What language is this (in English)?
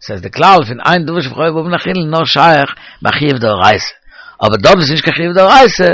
Yiddish